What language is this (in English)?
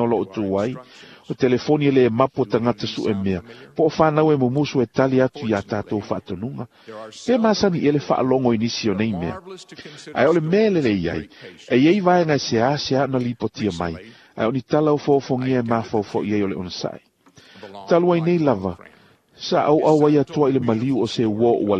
Samoan